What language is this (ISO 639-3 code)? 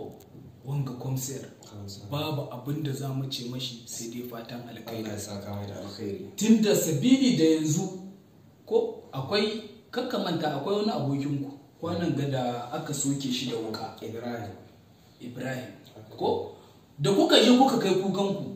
hau